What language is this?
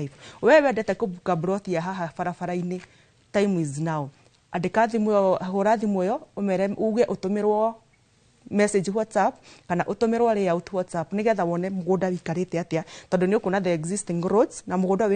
Kikuyu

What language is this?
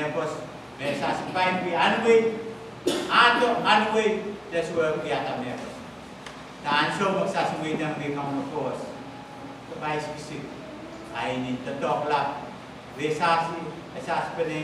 Pohnpeian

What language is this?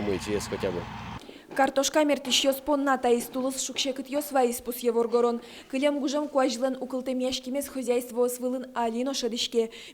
Udmurt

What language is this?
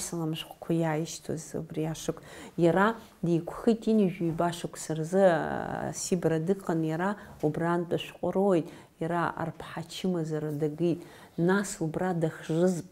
Abkhazian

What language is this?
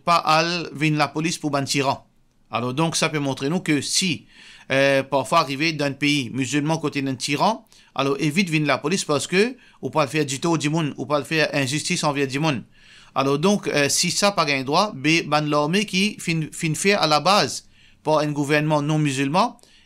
Morisyen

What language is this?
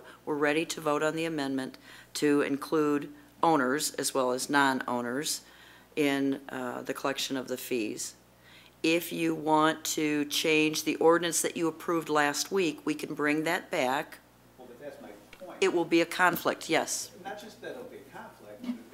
English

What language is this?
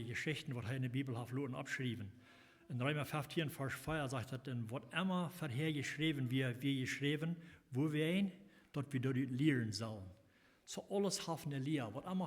Plautdietsch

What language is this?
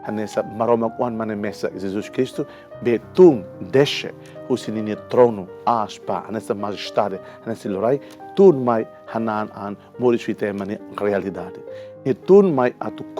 Tetum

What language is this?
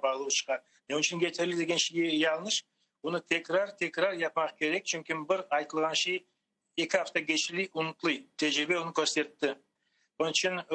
Crimean Tatar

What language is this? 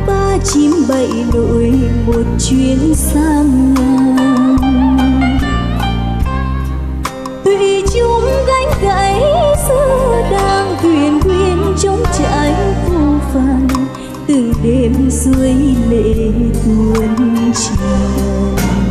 Vietnamese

